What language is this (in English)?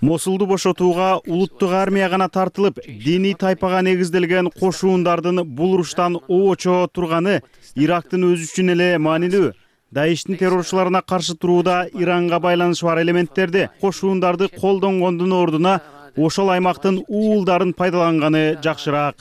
Kyrgyz